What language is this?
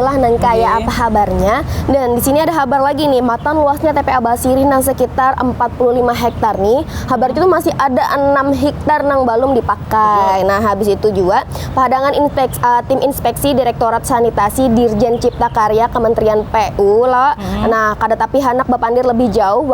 Banjar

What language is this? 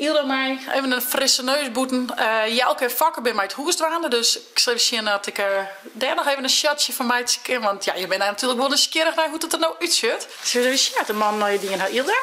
Western Frisian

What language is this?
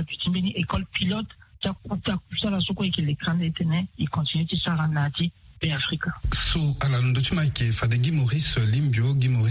Sango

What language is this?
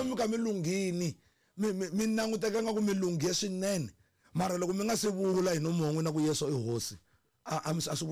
Tsonga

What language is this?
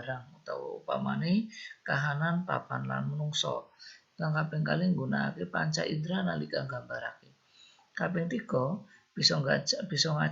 Javanese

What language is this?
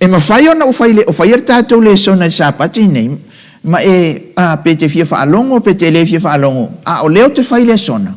Samoan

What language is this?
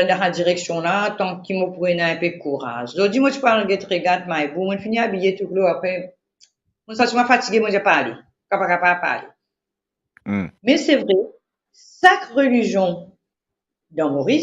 Morisyen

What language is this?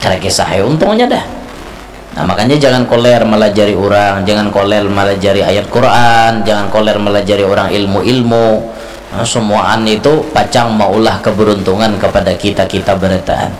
Banjar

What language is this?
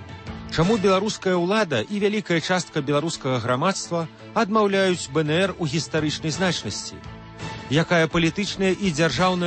Belarusian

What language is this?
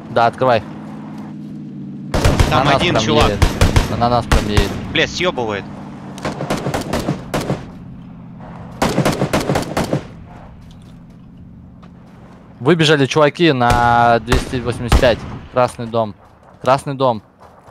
Russian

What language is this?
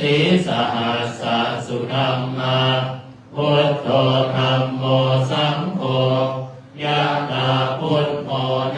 Pali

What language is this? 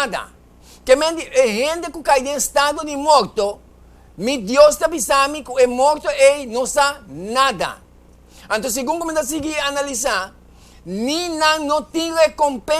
Papiamento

